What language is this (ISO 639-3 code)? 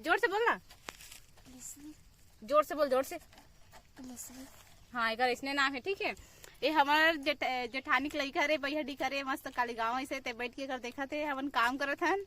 hne